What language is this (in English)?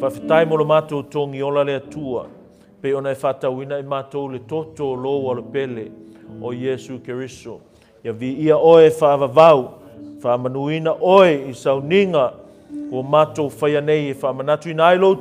Samoan